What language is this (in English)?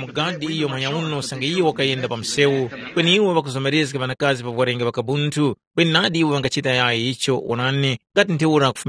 Tumbuka